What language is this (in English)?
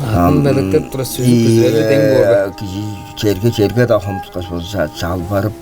Tuvinian